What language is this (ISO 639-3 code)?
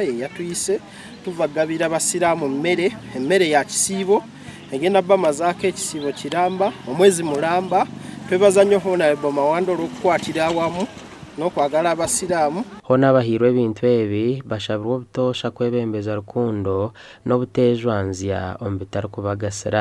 nyn